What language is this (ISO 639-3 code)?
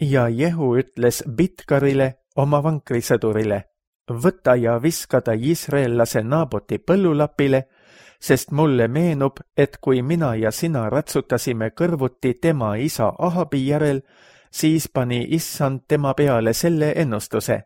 est